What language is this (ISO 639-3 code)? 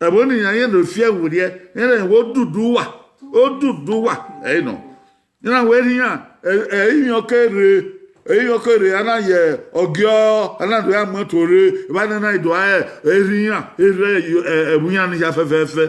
bin